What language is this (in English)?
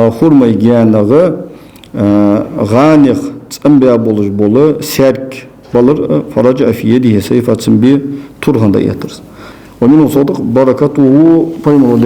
Ingush